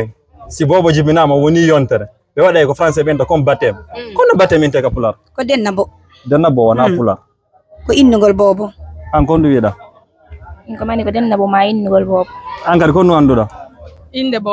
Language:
Fula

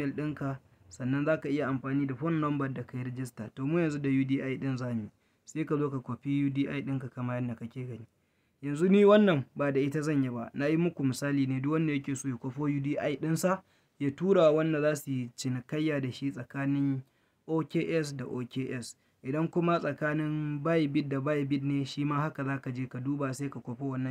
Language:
Hausa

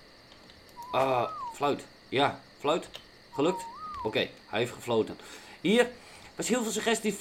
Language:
Dutch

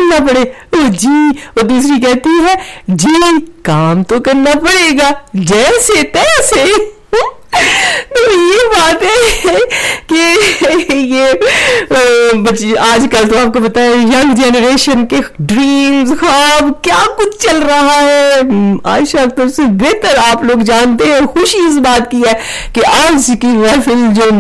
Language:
Urdu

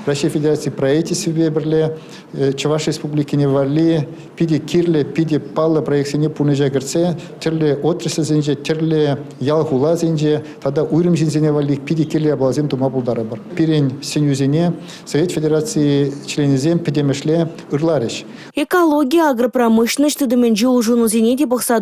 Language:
Chuvash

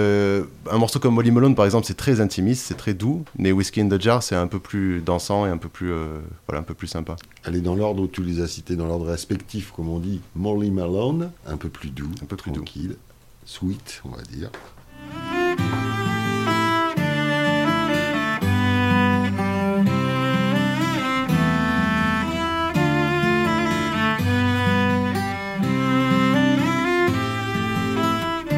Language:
French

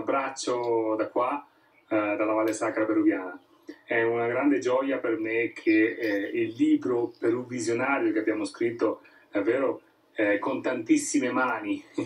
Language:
Italian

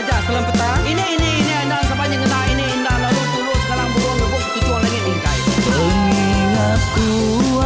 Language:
Iban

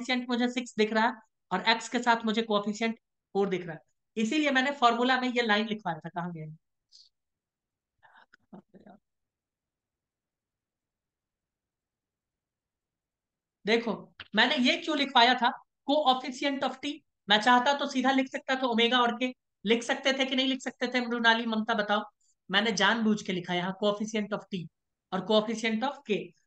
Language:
Hindi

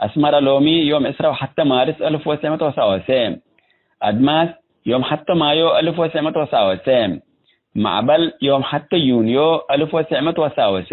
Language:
Tigre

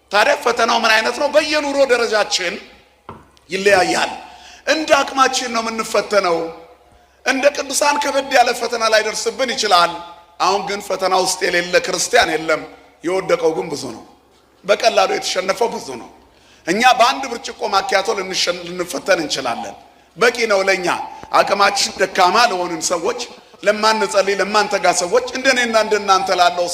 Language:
Amharic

